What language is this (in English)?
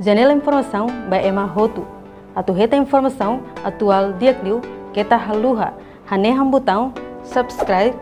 Tetum